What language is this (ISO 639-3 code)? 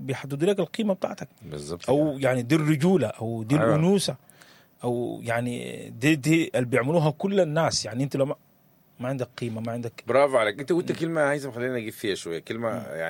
apd